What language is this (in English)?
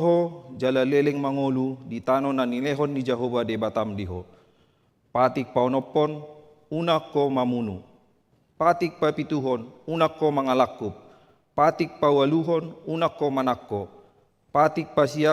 Batak Toba